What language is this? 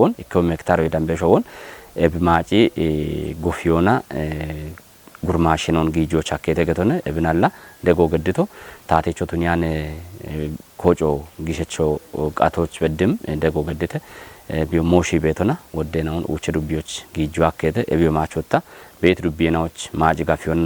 Kafa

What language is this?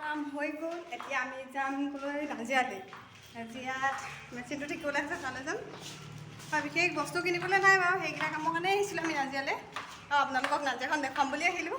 Assamese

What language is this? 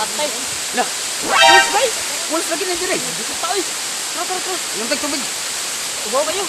Cebuano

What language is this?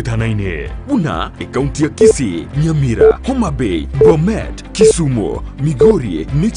Gusii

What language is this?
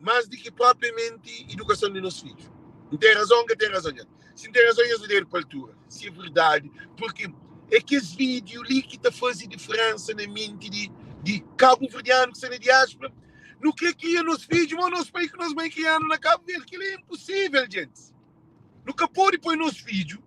Kabuverdianu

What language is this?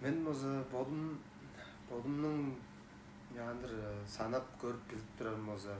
Tuvinian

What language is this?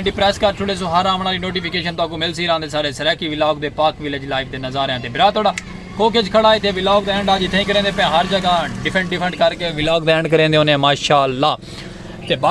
Saraiki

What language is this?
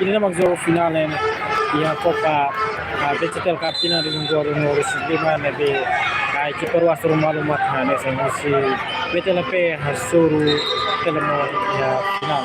Tetum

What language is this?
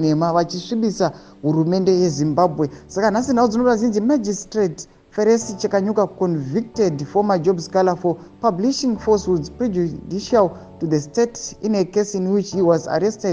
Shona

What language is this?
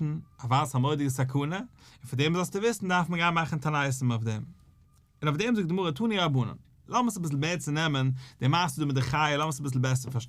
Yiddish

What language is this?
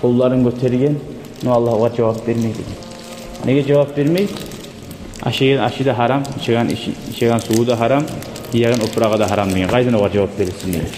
Kumyk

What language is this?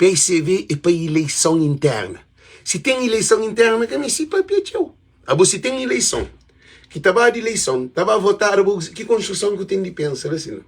Kabuverdianu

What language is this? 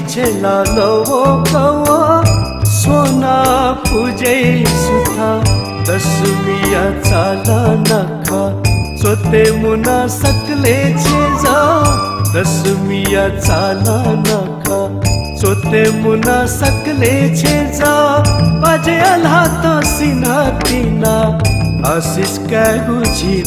Newari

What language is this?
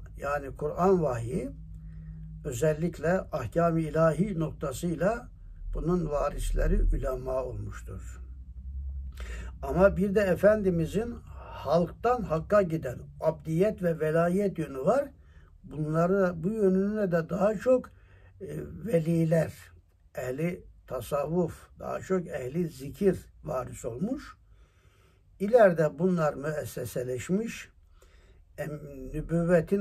Turkish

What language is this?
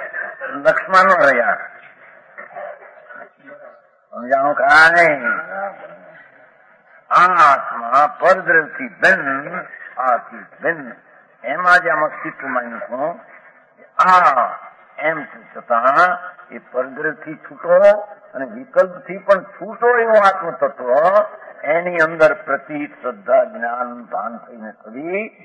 Gujarati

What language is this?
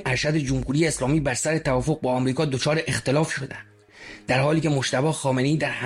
Persian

